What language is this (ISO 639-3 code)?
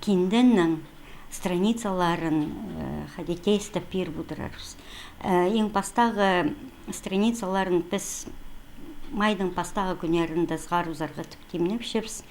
kjh